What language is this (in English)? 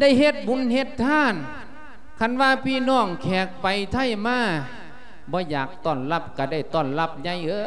Lao